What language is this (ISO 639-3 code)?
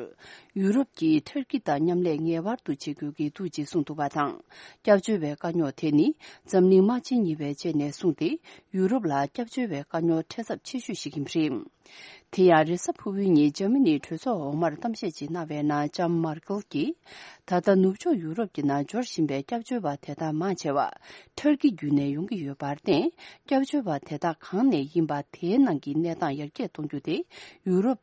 bod